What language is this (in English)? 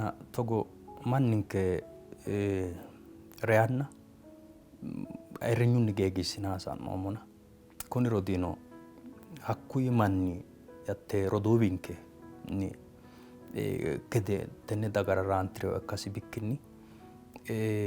Sidamo